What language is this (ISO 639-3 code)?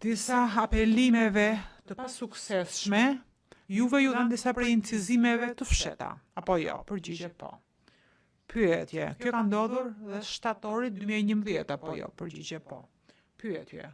sqi